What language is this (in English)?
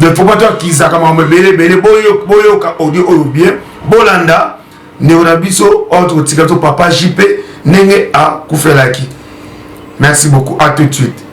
Lingala